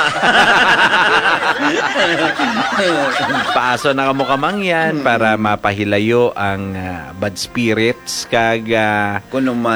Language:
Hiligaynon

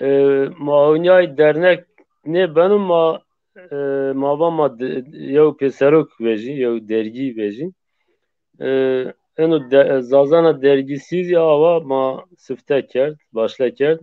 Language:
Zaza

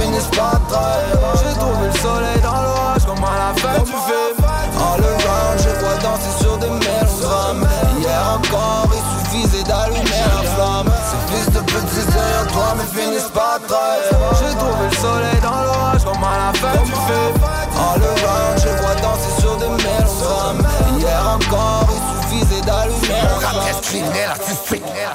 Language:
French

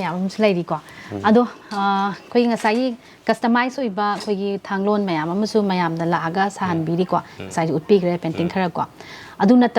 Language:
Manipuri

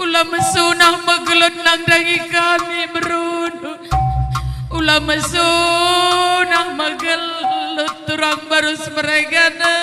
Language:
Batak Karo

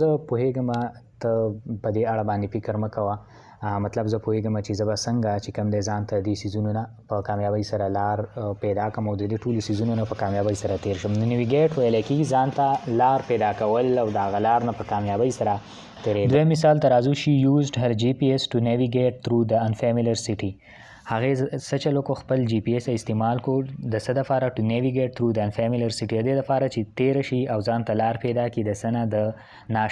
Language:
Pashto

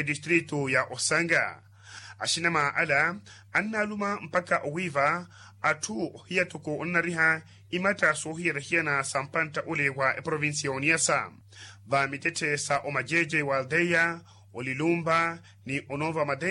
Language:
Makhuwa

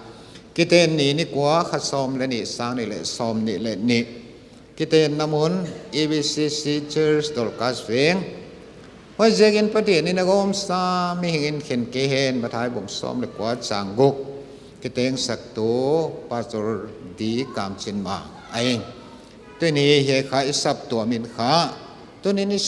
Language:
Paite Chin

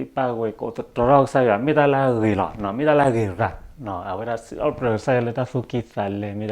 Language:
S'gaw Karen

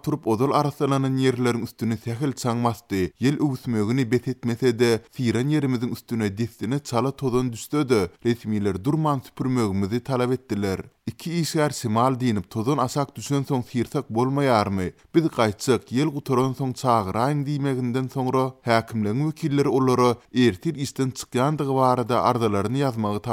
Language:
Turkmen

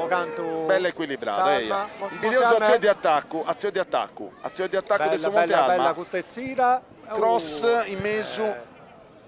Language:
Sardinian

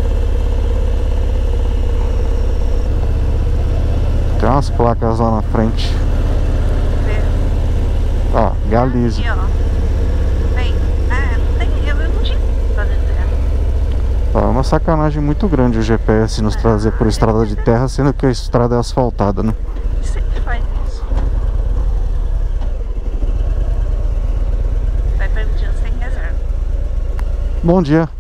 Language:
Portuguese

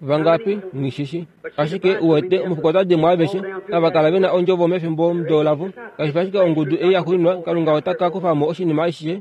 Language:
Kuanyama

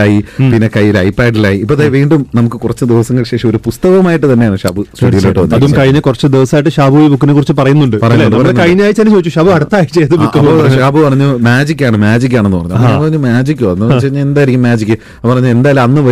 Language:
Malayalam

